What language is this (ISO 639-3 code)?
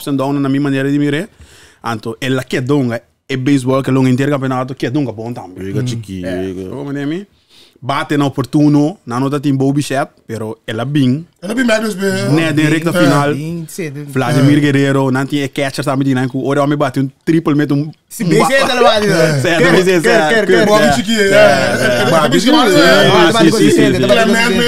pap